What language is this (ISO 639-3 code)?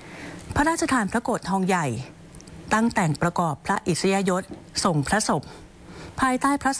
tha